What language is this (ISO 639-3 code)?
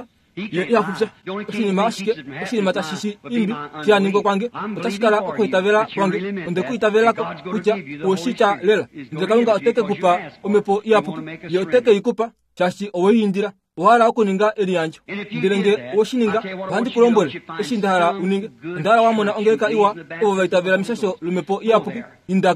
kua